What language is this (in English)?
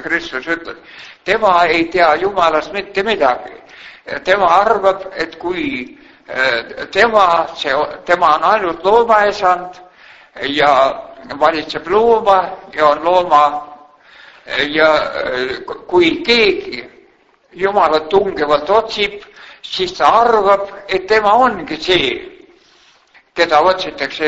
Estonian